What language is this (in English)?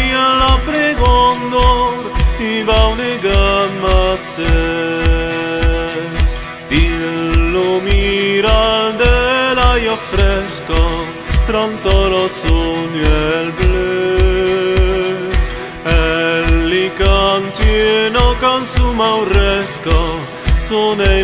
Occitan